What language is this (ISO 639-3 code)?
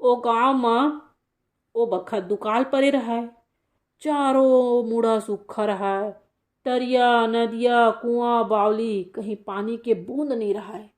hne